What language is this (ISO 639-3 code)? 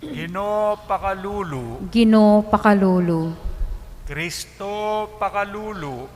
pam